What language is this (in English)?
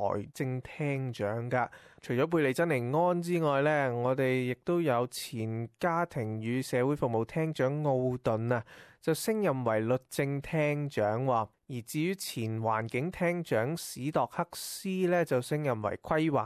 Cantonese